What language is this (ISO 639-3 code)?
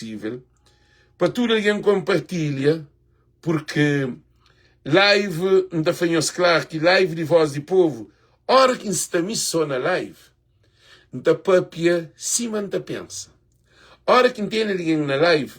kea